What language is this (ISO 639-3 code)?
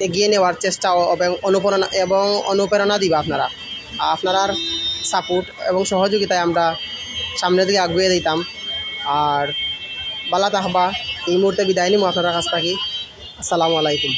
syl